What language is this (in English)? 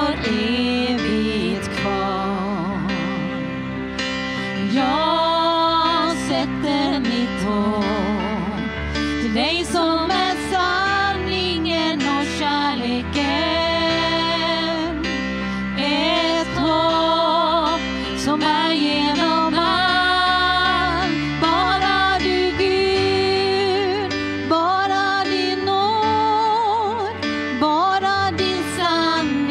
Swedish